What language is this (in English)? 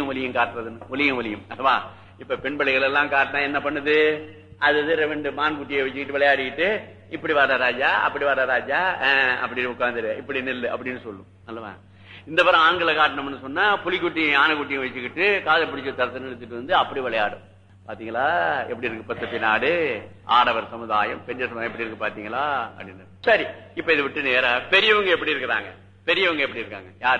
Tamil